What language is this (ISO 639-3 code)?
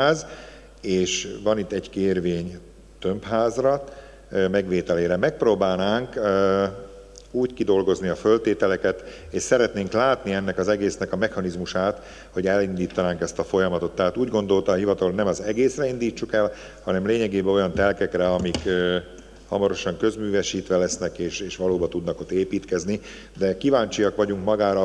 hun